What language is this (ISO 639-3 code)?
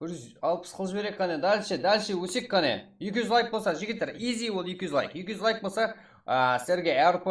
kaa